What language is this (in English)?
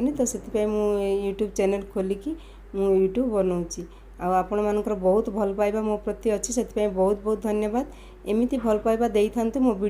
Odia